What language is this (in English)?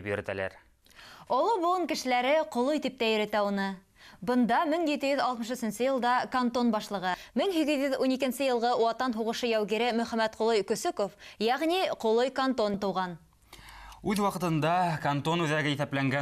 Bashkir